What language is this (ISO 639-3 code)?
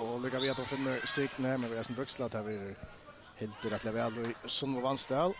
fao